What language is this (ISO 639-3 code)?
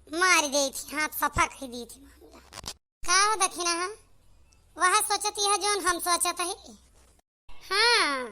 awa